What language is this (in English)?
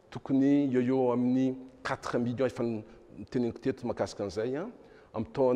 Malagasy